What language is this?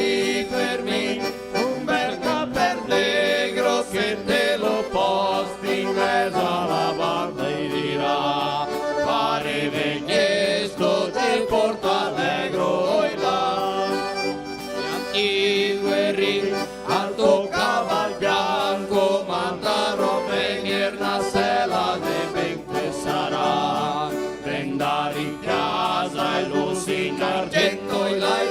Venetian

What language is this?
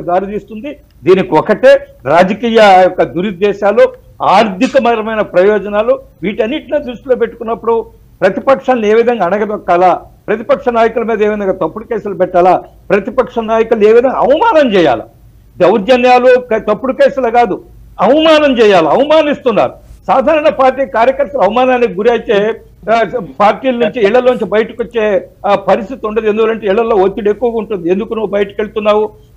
Telugu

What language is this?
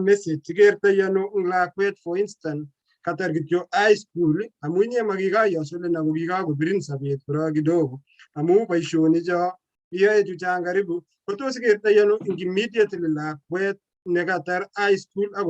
Kalenjin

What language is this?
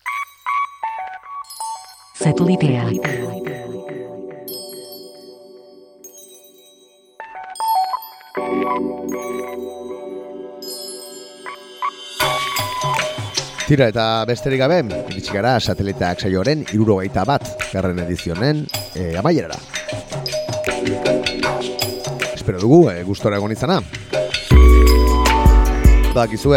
Basque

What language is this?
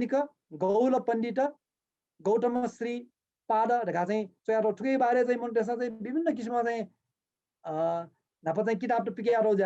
Newari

